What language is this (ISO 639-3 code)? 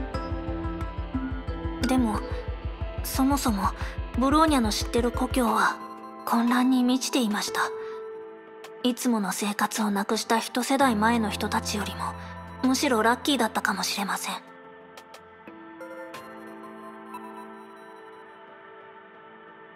jpn